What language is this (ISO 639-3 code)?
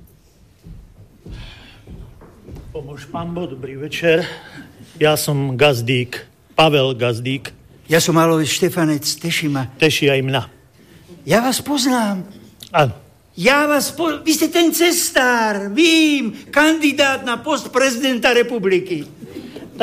slk